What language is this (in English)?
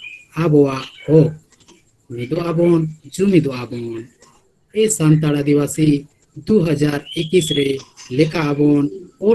Santali